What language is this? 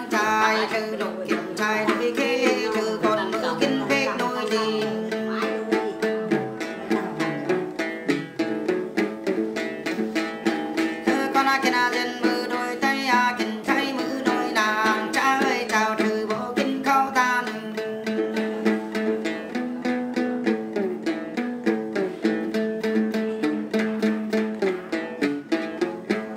Vietnamese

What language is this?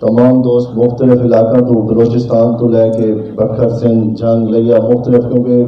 Saraiki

